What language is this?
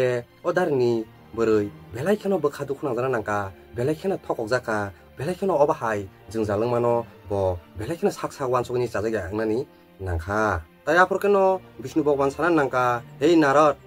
Kok Borok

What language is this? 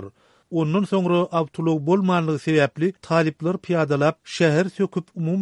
Turkmen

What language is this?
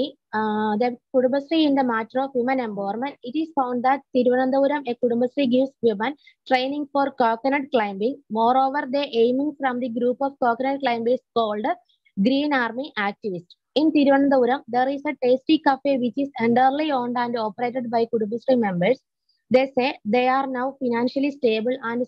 English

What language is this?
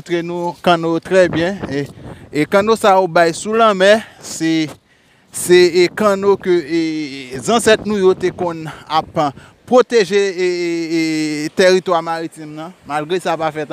Haitian Creole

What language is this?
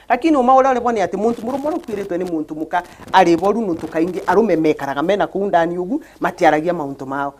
Meru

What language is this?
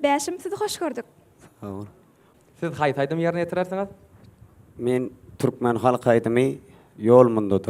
Turkmen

